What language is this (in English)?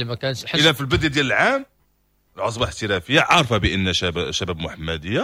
Moroccan Arabic